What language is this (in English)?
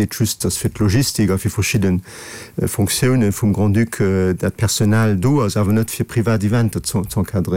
Luxembourgish